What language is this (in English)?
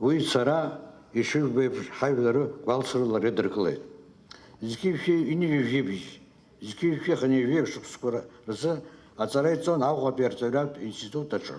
Abkhazian